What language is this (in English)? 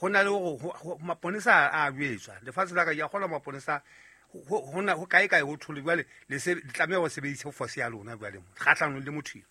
Southern Sotho